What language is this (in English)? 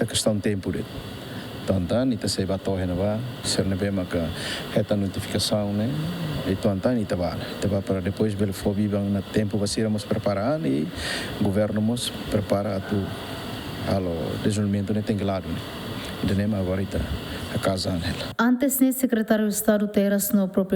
Tetum